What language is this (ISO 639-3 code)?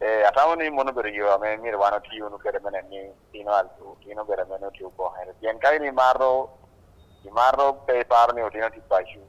ach